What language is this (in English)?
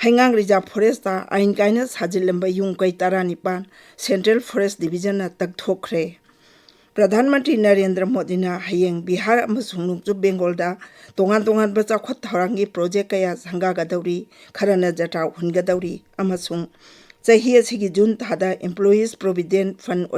Manipuri